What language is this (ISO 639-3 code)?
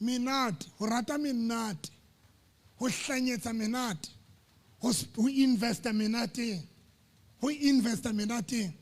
sot